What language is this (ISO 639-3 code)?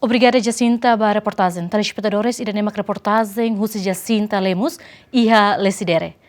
tet